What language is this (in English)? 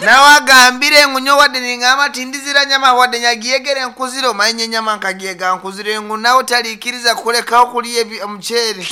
Nyankole